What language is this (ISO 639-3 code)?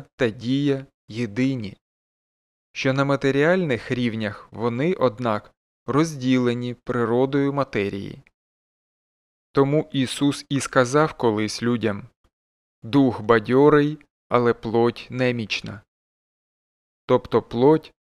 ukr